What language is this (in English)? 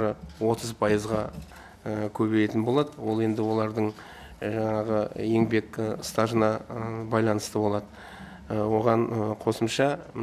Kazakh